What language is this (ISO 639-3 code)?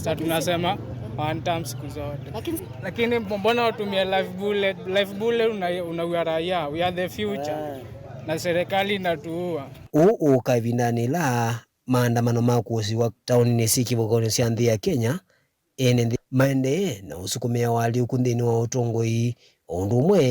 kam